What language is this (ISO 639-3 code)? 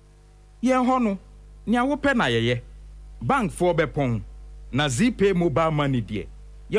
aka